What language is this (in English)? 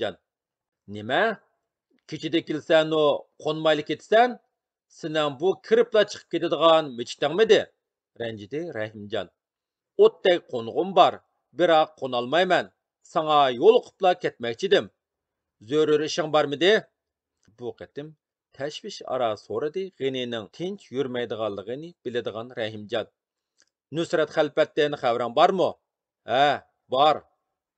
Uyghur